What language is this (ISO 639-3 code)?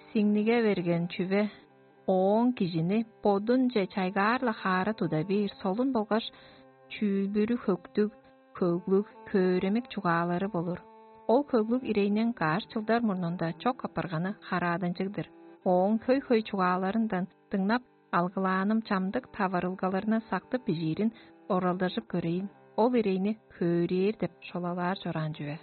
tyv